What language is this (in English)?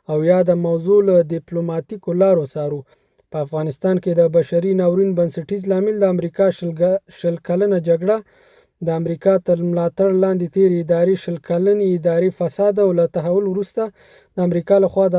Pashto